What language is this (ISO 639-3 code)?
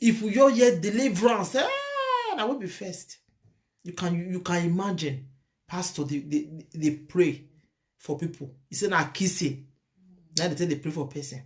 pcm